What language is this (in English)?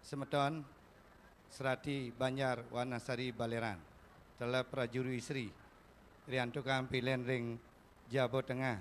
Balinese